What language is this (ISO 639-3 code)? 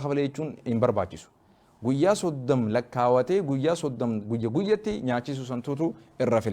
orm